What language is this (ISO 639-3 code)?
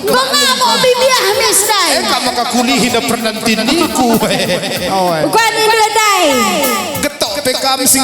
btx